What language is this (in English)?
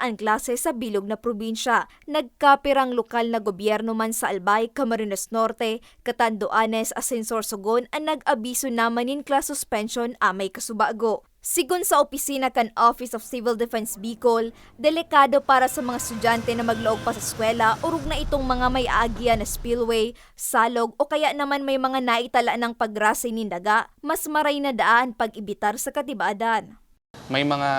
Bikol